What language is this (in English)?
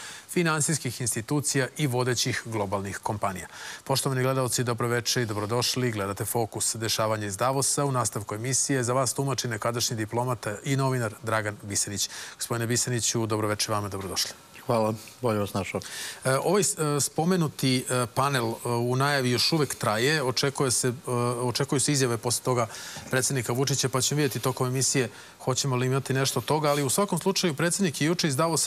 Serbian